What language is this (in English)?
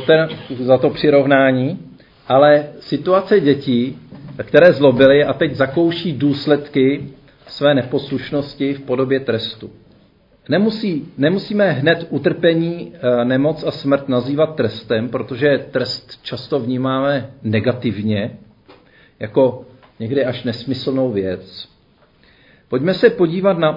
Czech